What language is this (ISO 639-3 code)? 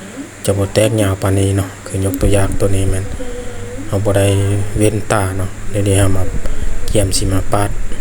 lao